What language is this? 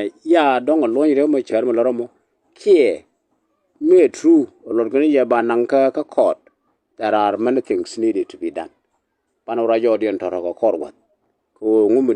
Nuer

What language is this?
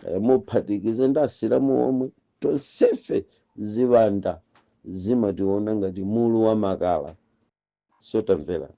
Nyanja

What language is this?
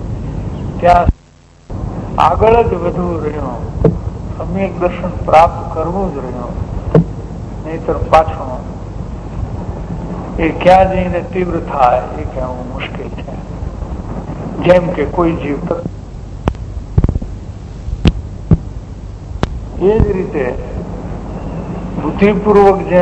Gujarati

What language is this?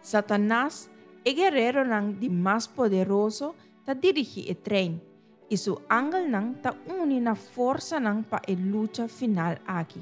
Papiamento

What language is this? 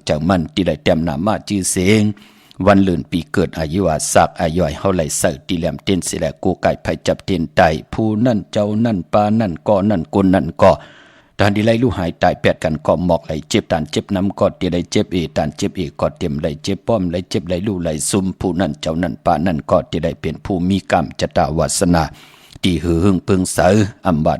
Shan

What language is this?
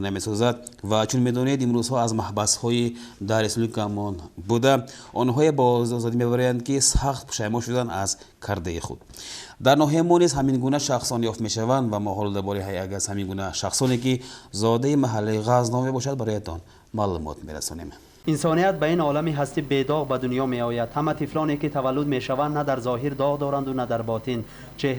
Tajik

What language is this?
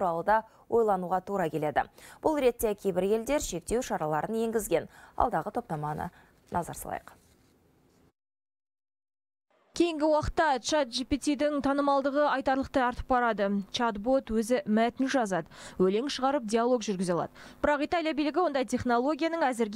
Kazakh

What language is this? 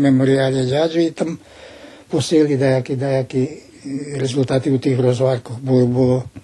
Rusyn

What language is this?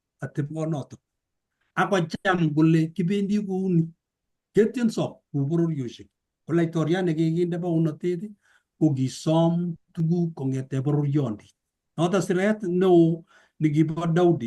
Kalenjin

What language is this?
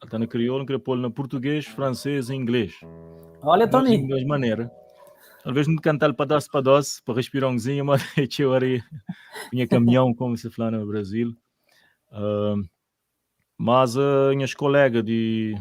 Kabuverdianu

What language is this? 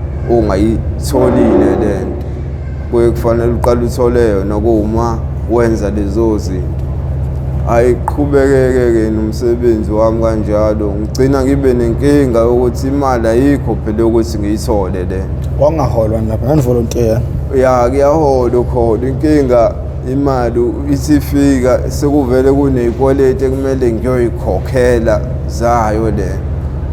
Zulu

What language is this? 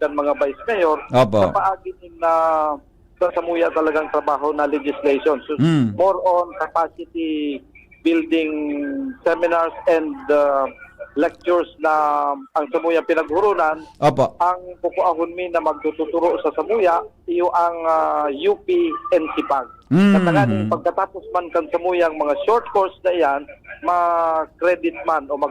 Bikol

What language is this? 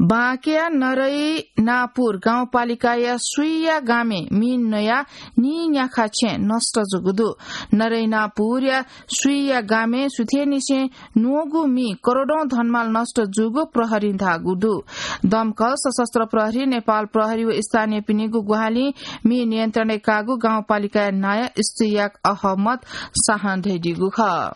Newari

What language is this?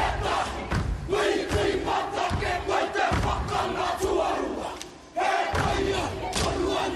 Māori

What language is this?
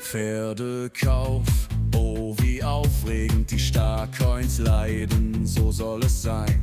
Swiss German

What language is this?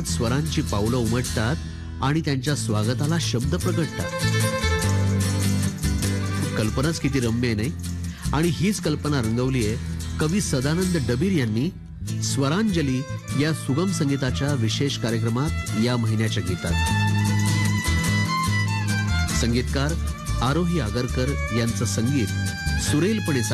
Marathi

